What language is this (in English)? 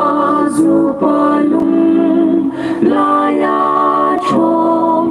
Hmar